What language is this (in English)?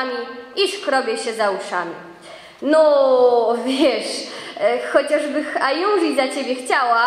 Silesian